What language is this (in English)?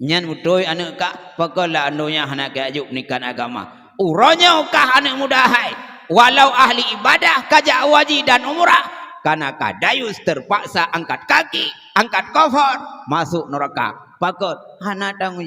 Achinese